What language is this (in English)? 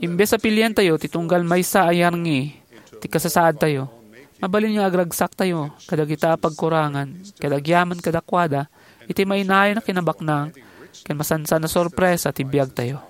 Iloko